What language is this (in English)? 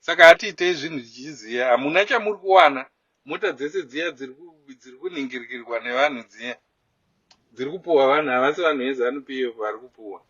Shona